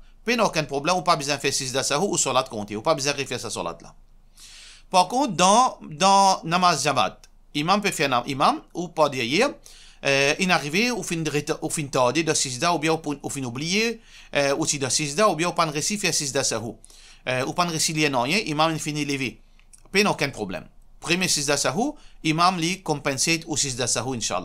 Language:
Morisyen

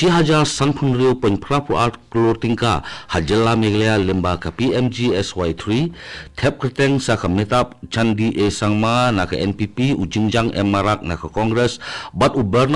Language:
Khasi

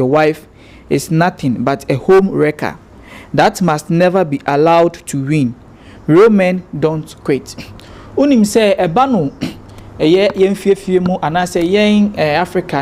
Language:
Akan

